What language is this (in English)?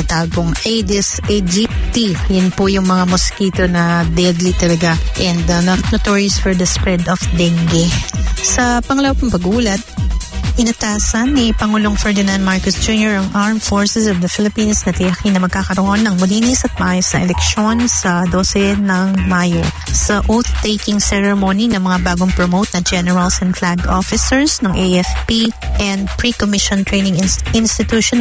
Filipino